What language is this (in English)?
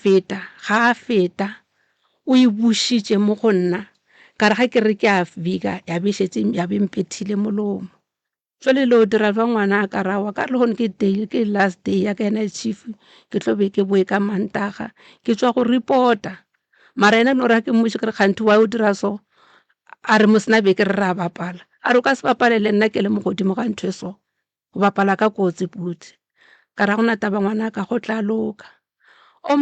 Northern Sotho